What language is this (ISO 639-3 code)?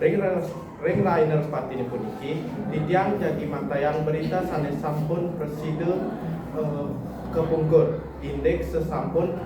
ban